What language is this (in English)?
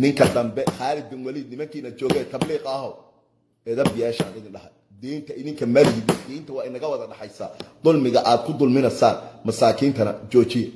Somali